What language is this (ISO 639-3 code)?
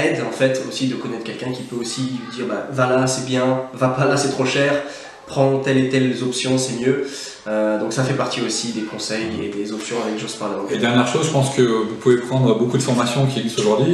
fra